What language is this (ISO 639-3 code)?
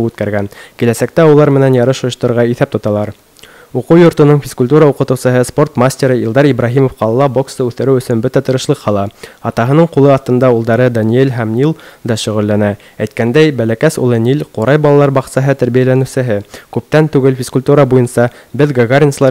bak